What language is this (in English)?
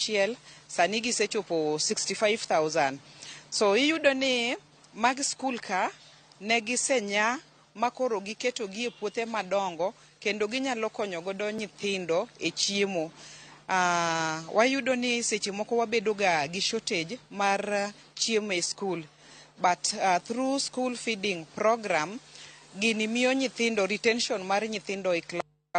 Luo (Kenya and Tanzania)